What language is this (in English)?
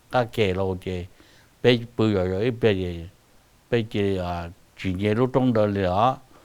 Hmong